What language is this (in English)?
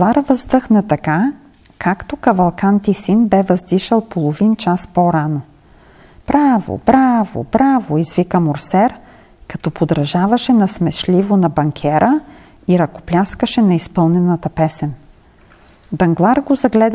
Bulgarian